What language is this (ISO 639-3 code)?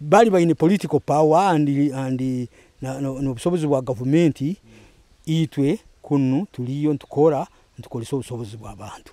nyo